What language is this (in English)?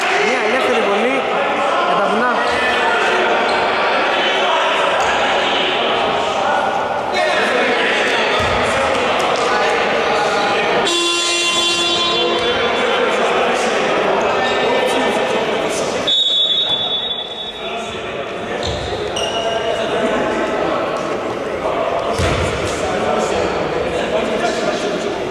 Greek